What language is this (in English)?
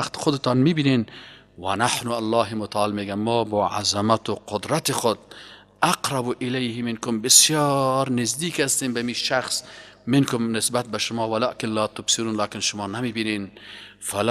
Persian